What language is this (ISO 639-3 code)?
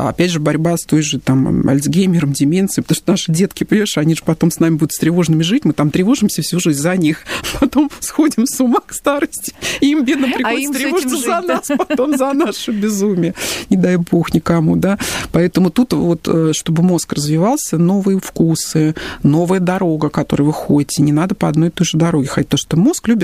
rus